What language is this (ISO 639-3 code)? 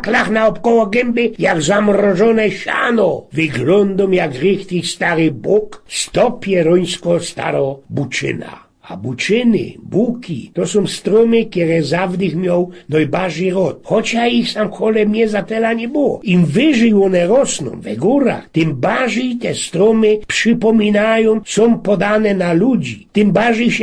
szl